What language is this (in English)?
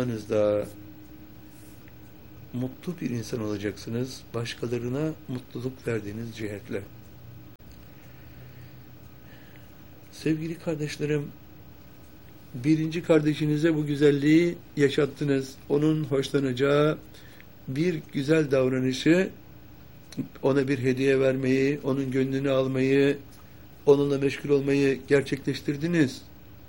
Turkish